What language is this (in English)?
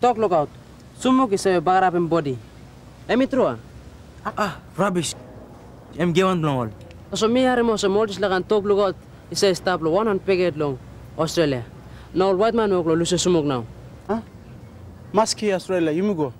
Tok Pisin